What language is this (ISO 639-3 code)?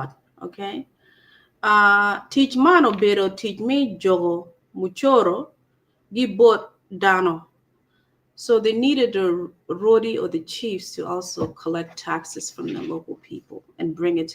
ach